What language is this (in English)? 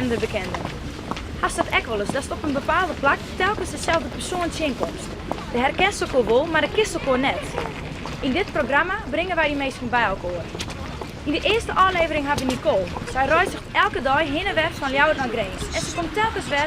Western Frisian